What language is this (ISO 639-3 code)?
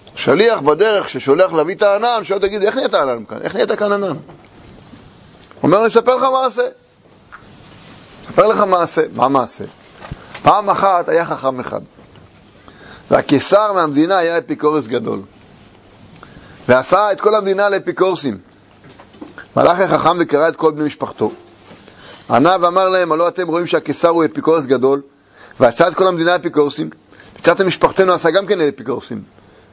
heb